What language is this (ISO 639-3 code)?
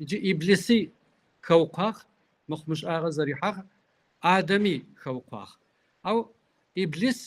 kbd